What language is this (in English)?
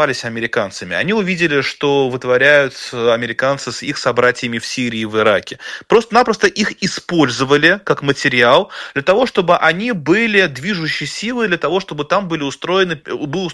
Russian